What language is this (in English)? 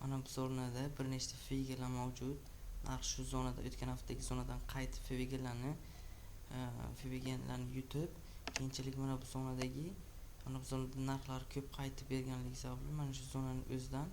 Uzbek